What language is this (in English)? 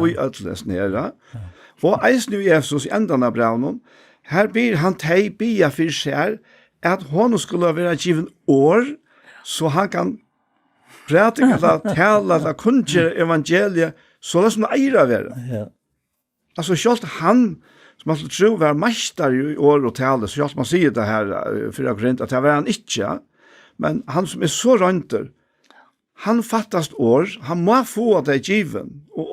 Faroese